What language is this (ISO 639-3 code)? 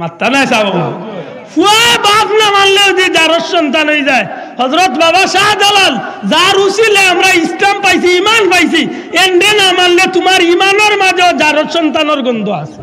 syl